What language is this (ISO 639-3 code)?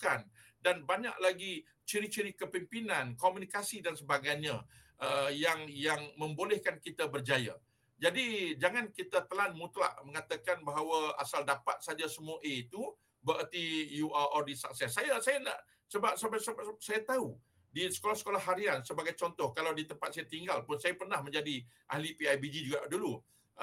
msa